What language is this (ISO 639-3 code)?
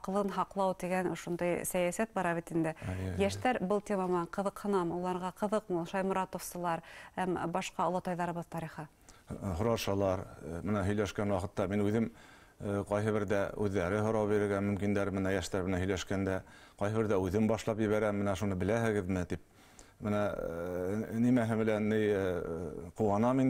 bak